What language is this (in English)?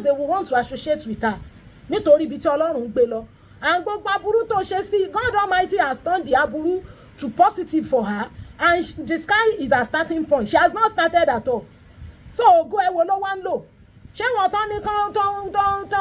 Yoruba